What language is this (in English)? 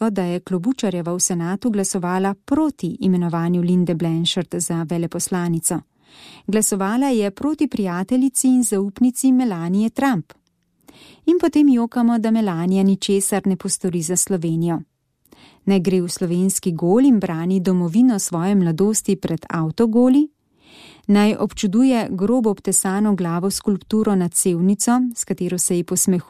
Slovenian